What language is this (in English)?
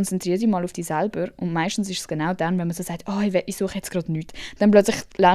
Swiss German